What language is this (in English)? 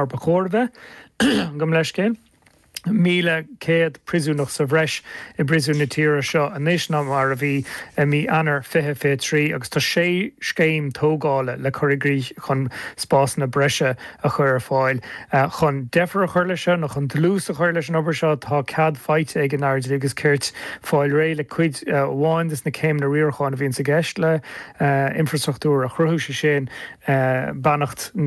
Irish